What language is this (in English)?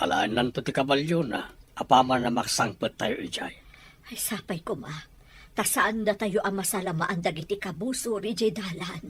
Iloko